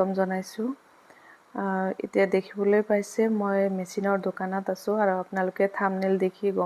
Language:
Assamese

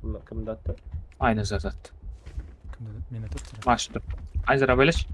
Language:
Kara-Kalpak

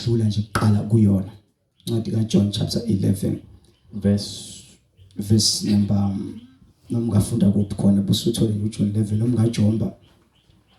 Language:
Zulu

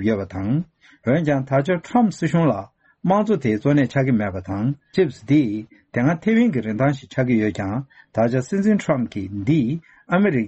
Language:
Tibetan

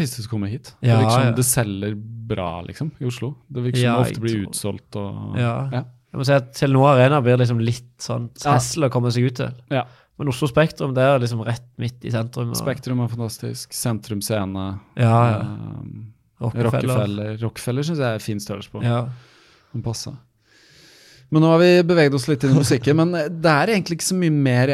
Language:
Norwegian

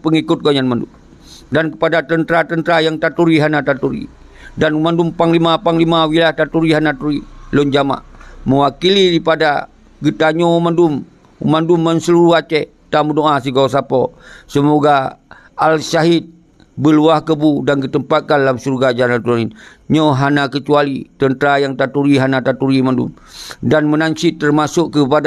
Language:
Achinese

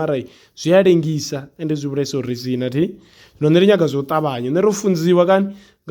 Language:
Venda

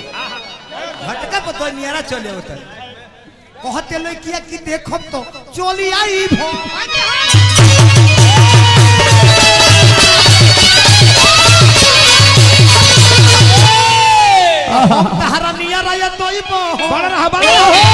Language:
Bhojpuri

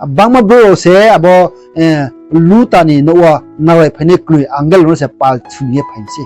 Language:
Riang (India)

